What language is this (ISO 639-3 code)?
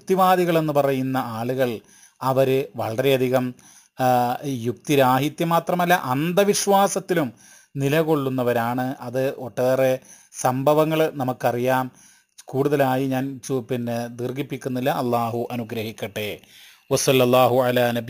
mal